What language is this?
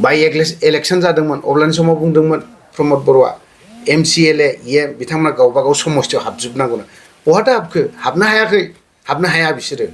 Bodo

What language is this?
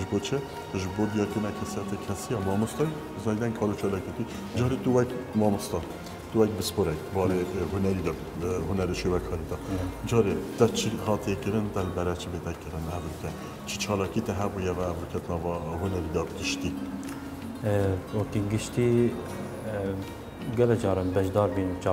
Kurdish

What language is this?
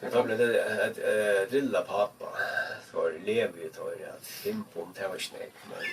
Faroese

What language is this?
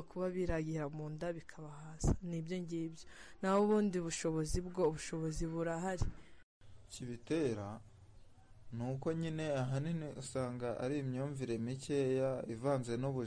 Kinyarwanda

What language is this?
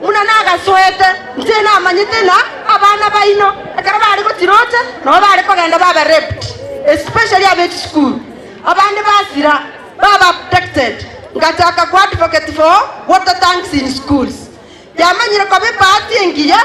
Gusii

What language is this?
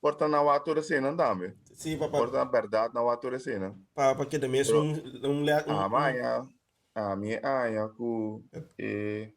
Papiamento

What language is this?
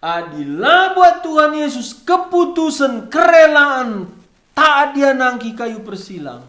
Batak Karo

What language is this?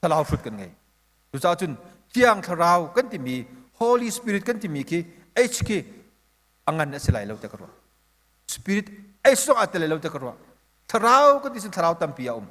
Hakha Chin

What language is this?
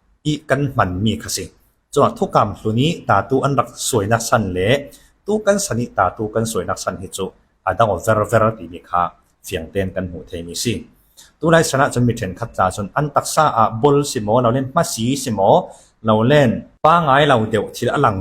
Falam Chin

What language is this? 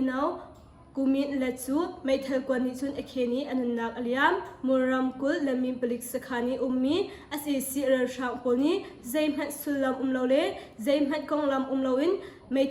Hakha Chin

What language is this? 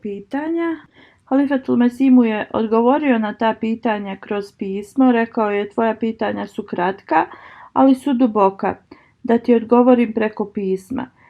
Bosnian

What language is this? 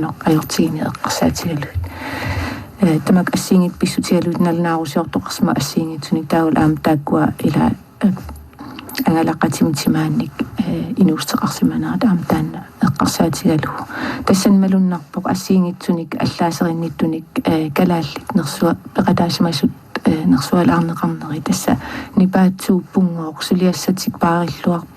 Kalaallisut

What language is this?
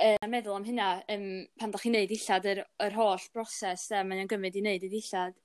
Welsh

